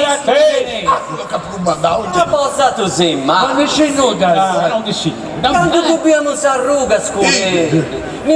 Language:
Sardinian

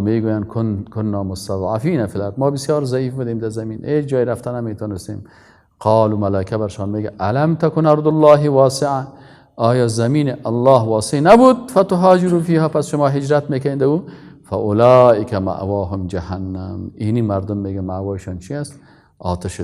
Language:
Persian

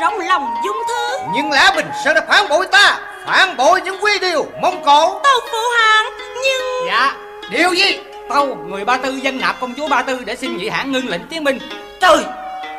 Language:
Vietnamese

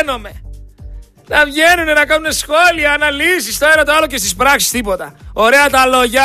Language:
Greek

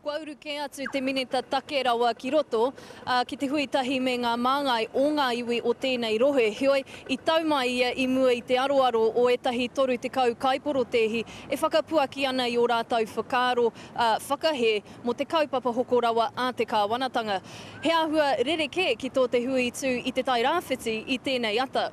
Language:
Māori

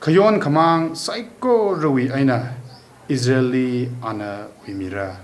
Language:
Tangkhul Naga (India)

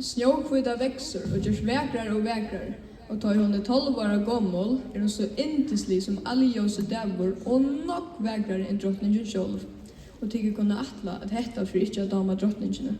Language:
Faroese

